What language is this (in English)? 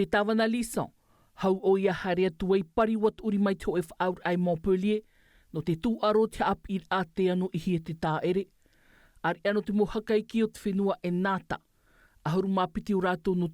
Tahitian